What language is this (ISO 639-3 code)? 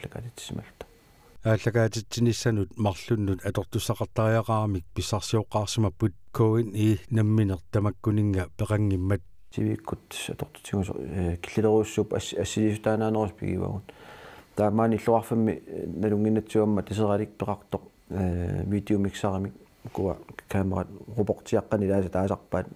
kal